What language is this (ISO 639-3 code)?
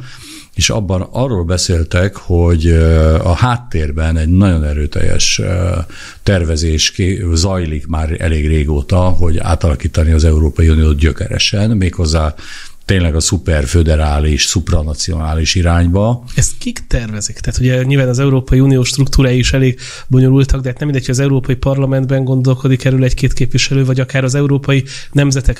hun